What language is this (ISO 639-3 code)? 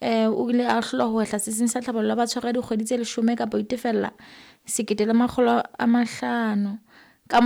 sot